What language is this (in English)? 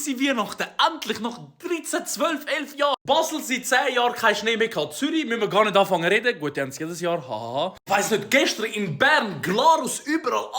Swiss German